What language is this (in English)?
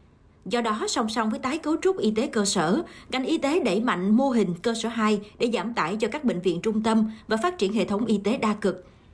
Vietnamese